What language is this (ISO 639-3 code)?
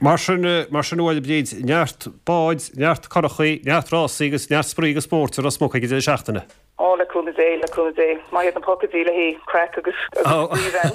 gle